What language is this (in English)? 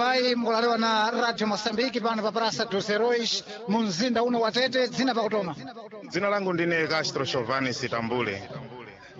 Sena